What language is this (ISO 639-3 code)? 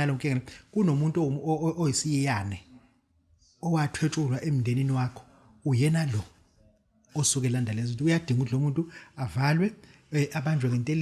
zul